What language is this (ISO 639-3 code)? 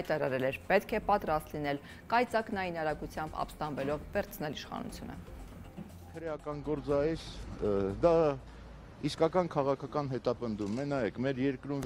hye